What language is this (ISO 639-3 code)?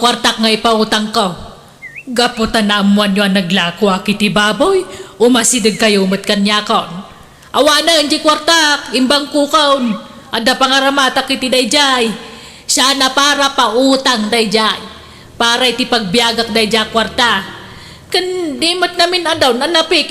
ilo